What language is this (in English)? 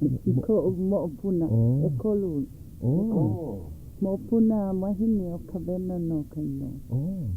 Hawaiian